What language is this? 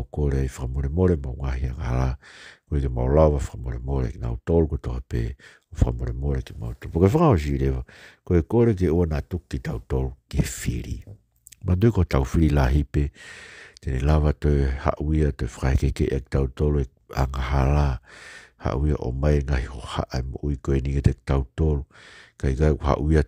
Tongan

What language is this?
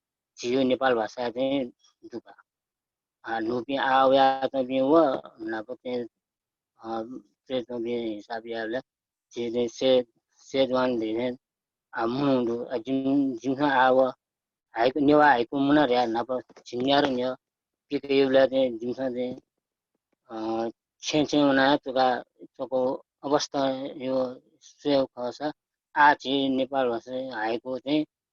Newari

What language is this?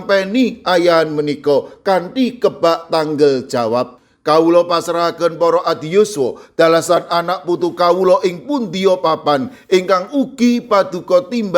Javanese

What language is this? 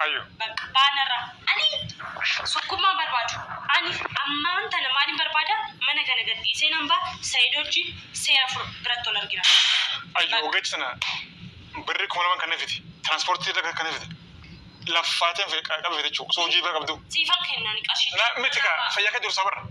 Oromo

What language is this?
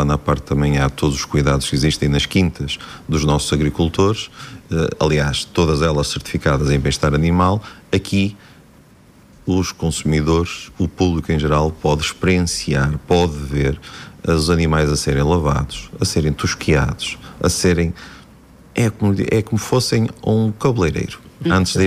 Portuguese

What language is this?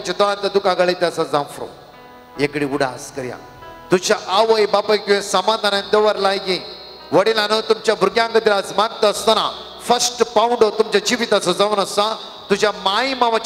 Konkani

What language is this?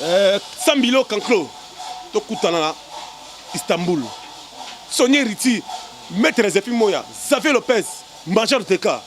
Lingala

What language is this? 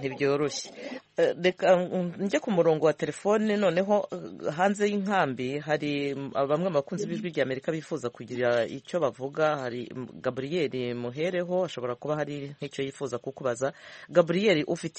Kinyarwanda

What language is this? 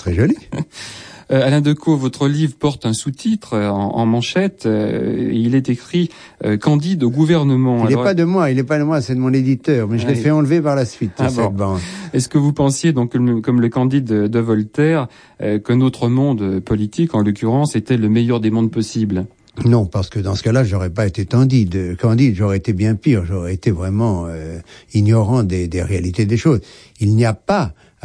French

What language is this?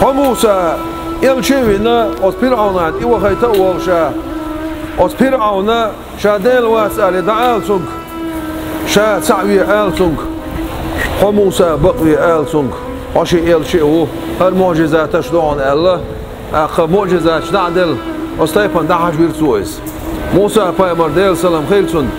Chechen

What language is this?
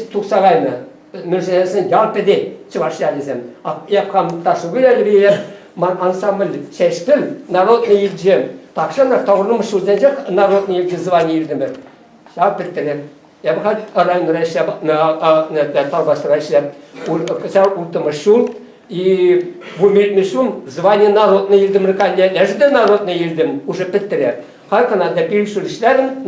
Chuvash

